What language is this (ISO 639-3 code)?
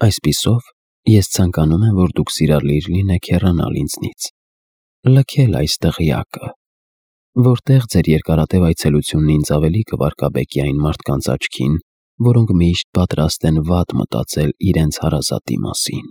hye